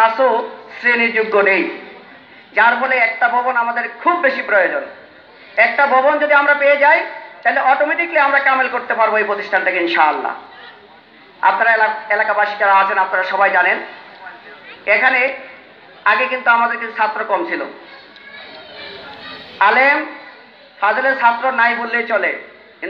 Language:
Bangla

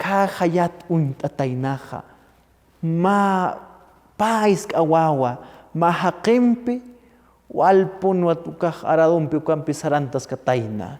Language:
Aymara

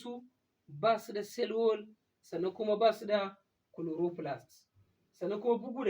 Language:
Hausa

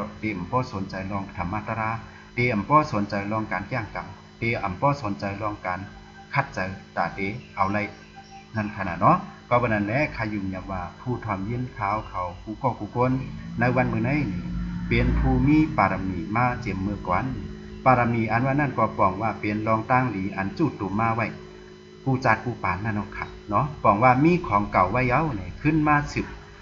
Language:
Shan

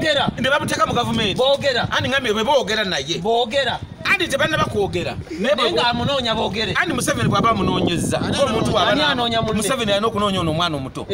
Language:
Ganda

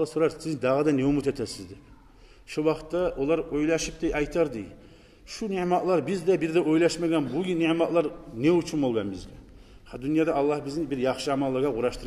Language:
Kumyk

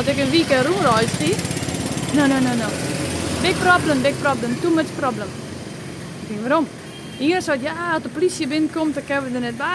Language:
Western Frisian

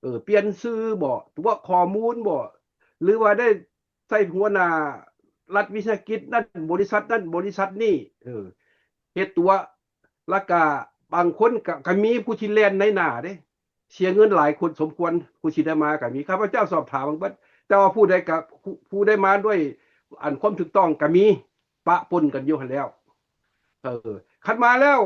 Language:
Lao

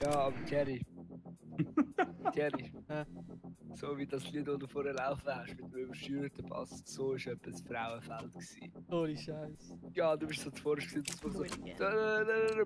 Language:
Swiss German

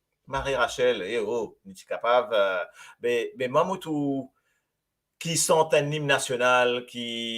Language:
Morisyen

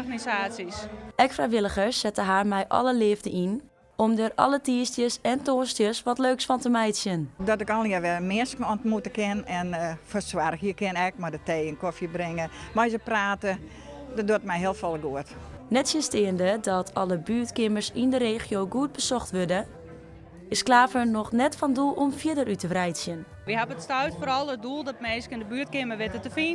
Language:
Western Frisian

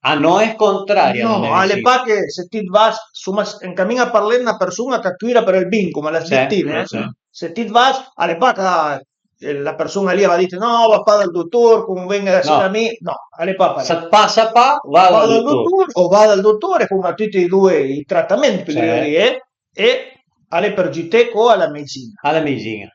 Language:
Piedmontese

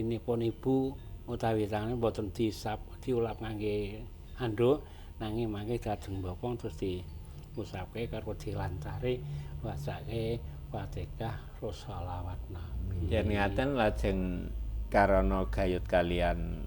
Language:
Javanese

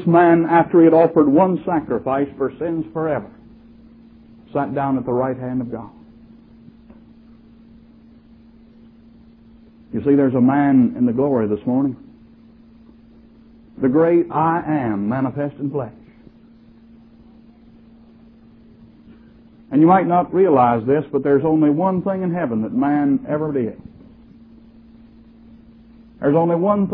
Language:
English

